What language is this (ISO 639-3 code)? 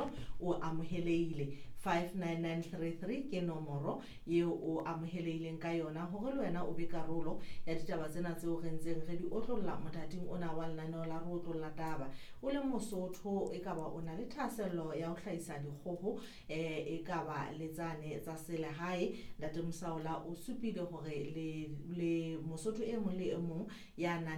sot